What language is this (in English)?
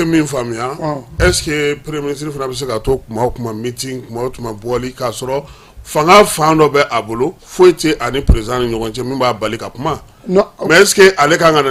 Bambara